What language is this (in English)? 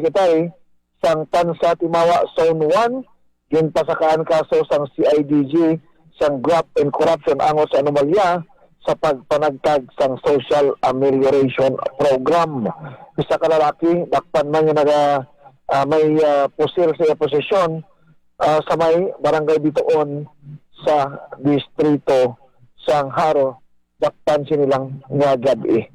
Hiligaynon